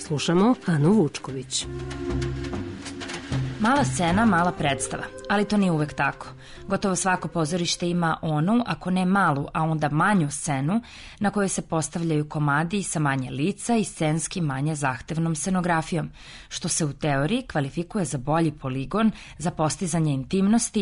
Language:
Serbian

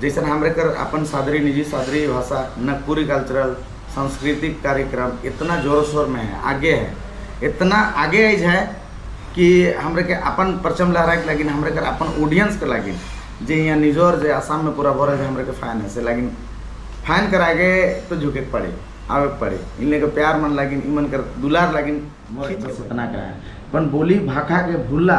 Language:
Sadri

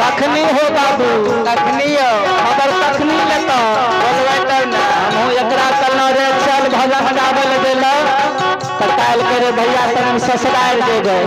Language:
Maithili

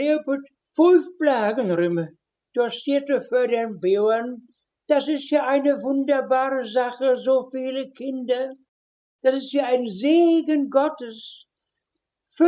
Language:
Westphalien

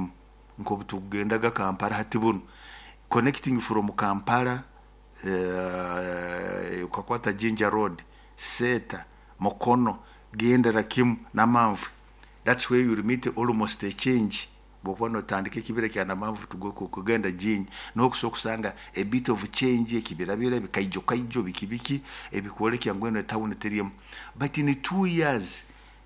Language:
Nyoro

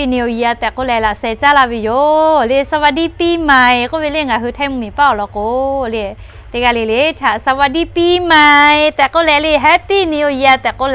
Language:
Lahu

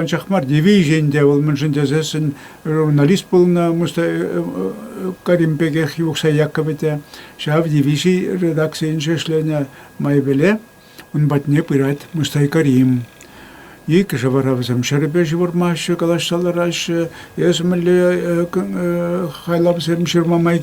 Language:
Chuvash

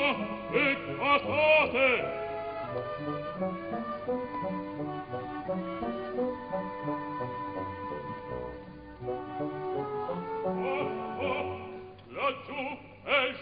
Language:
Italian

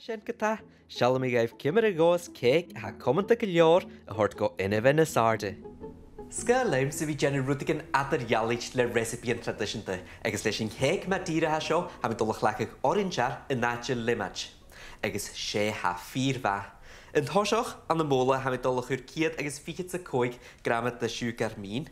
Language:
Scottish Gaelic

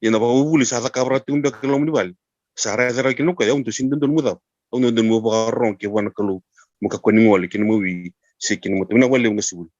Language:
Fijian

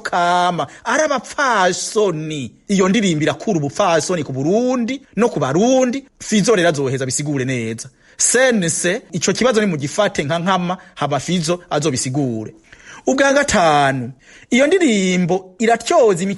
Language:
Rundi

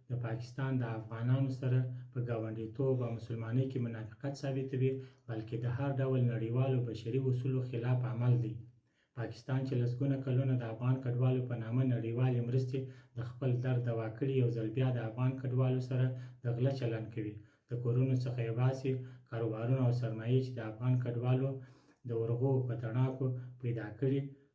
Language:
Pashto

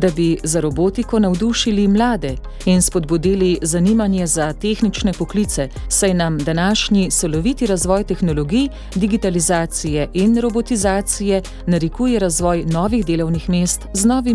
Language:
Slovenian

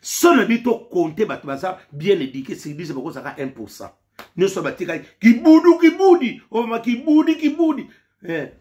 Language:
Lingala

